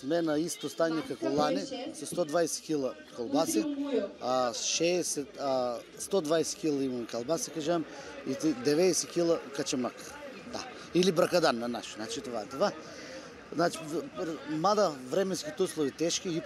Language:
Macedonian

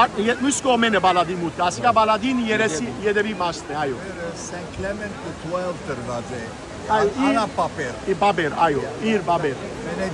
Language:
Western Armenian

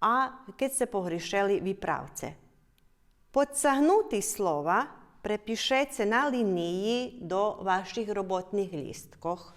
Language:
Rusyn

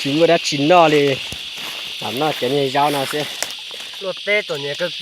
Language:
Hmong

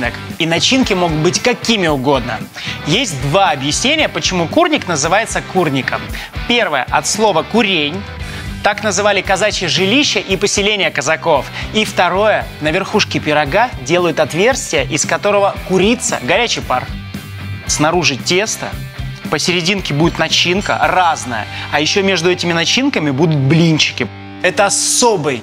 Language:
Russian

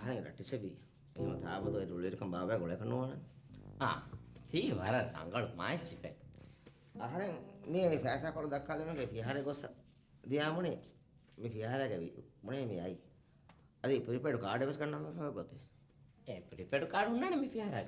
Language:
Divehi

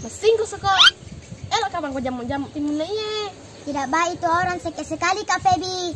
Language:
Makassar Malay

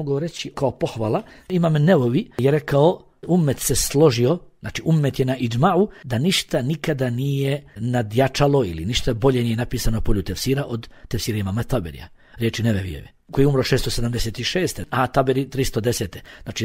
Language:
Bosnian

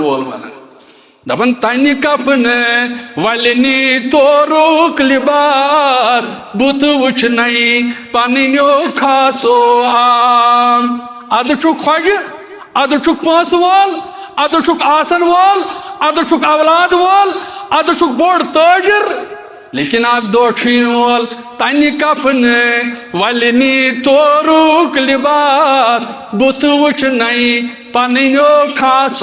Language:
Kashmiri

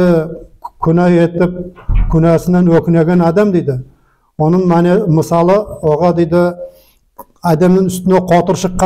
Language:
Nogai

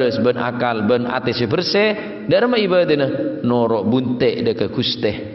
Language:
Madurese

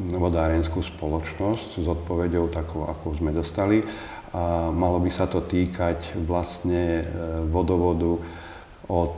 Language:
Slovak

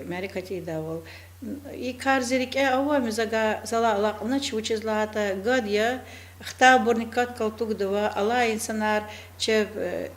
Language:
Lezghian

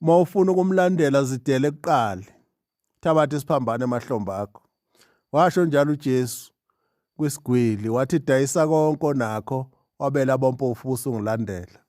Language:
Zulu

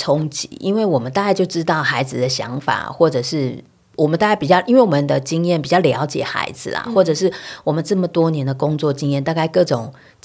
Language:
Chinese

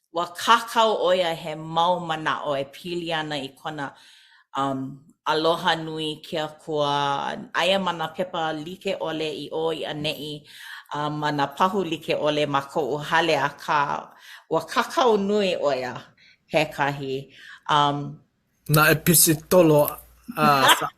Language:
Hawaiian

